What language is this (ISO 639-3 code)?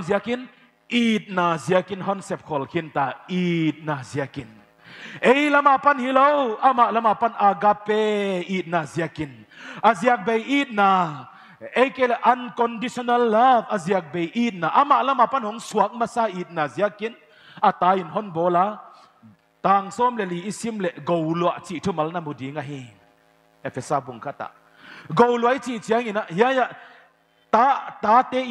pck